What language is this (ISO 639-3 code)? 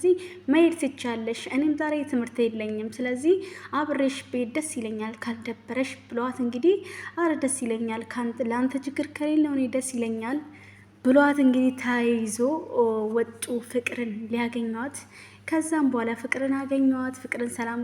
amh